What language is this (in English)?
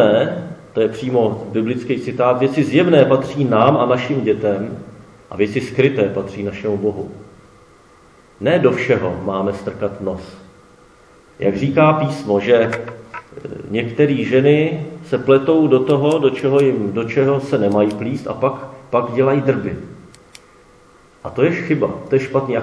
Czech